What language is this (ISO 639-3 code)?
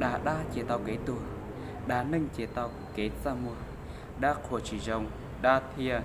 hmn